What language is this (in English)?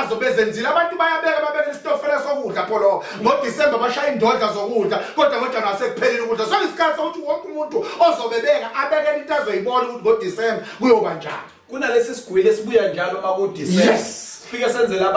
Zulu